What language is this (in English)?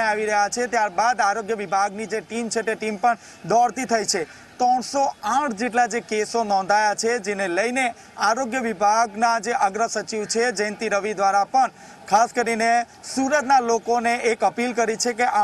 Gujarati